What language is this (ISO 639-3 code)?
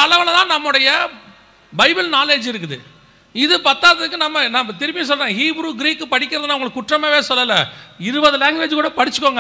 tam